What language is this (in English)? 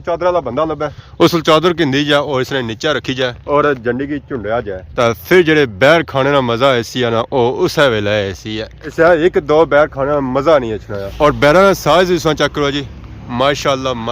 Pahari-Potwari